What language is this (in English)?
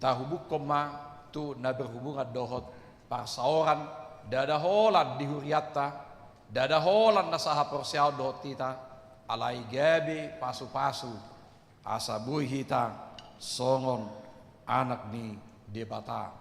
Batak Toba